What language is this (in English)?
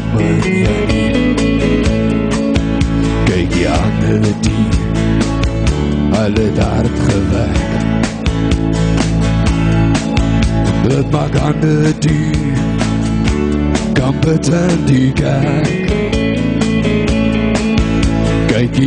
Afrikaans